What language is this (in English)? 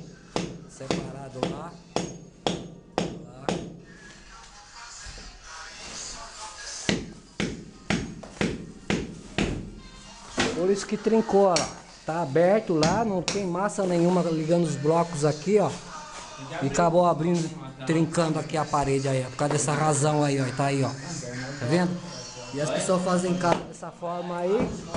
Portuguese